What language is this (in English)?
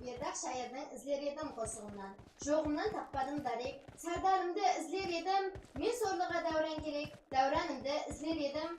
Kara-Kalpak